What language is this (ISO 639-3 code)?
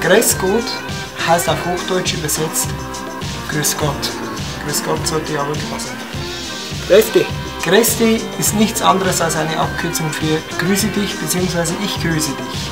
bar